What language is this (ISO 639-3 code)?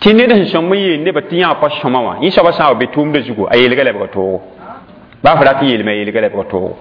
mos